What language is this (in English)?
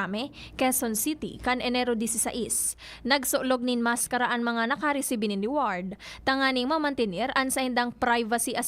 Bikol